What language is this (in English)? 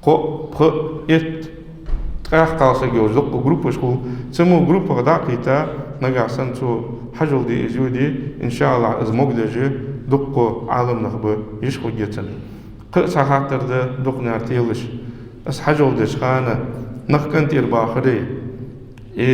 Ingush